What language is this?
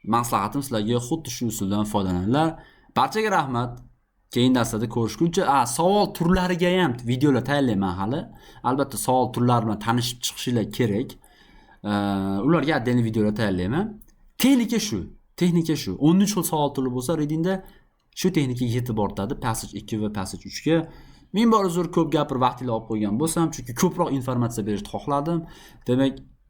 Uzbek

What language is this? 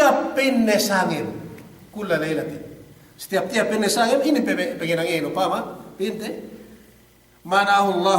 Yakan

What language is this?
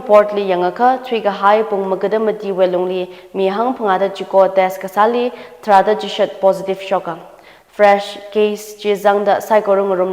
Tangkhul Naga (India)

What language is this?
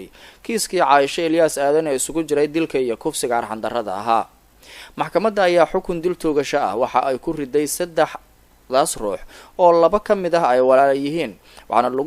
Somali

